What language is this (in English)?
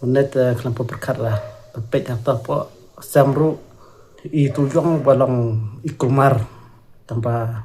Khasi